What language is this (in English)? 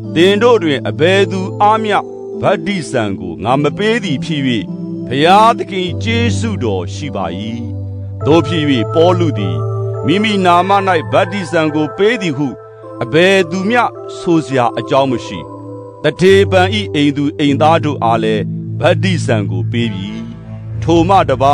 Burmese